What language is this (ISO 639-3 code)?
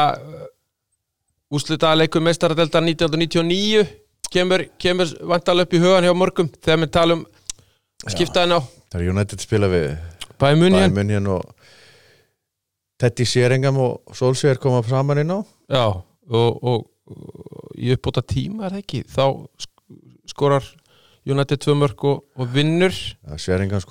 isl